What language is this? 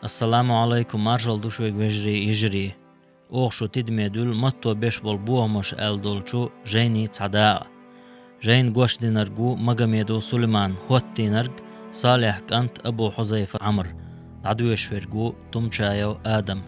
Chechen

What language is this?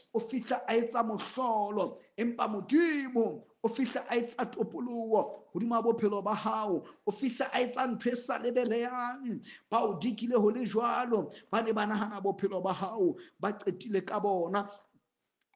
Southern Sotho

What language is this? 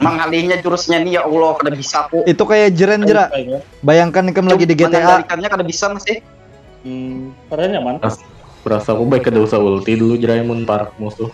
Banjar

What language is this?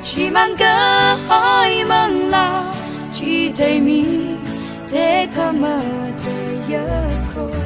Tangkhul Naga (India)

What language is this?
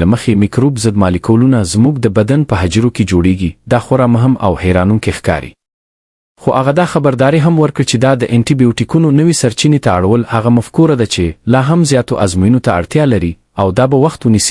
Pashto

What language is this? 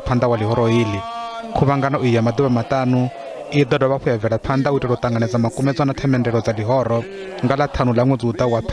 Venda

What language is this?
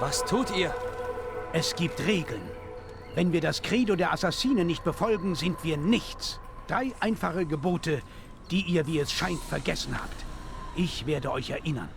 Bavarian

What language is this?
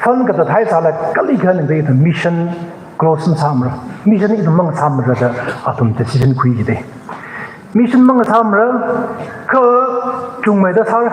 Tangkhul Naga (India)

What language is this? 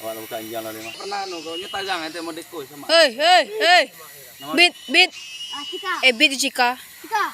Minangkabau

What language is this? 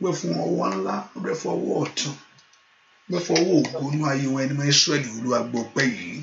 Yoruba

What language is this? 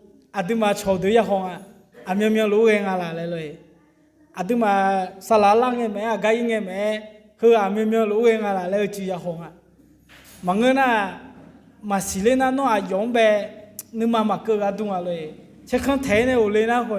Akha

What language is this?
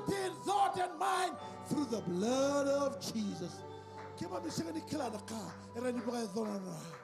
Fijian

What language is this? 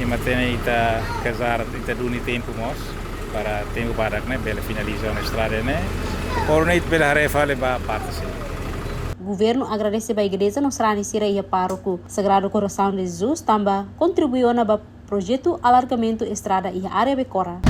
Tetum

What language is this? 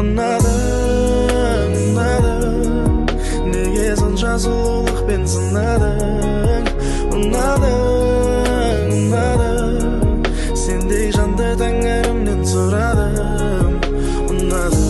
Kara-Kalpak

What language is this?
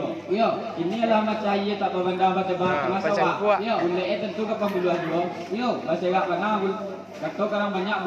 Minangkabau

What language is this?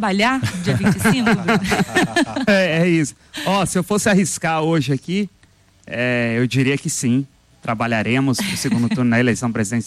Portuguese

